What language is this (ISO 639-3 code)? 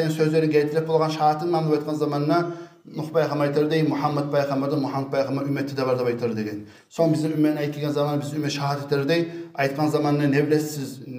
kum